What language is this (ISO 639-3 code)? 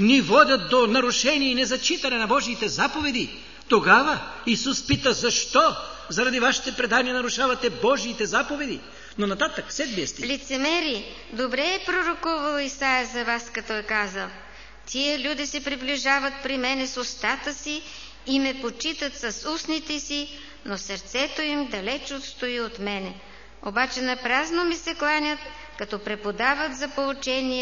bul